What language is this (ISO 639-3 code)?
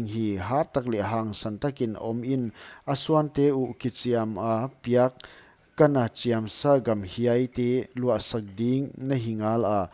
pck